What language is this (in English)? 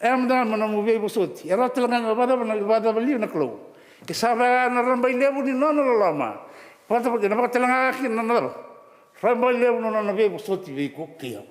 Fijian